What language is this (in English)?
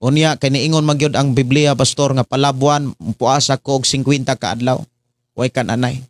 Cebuano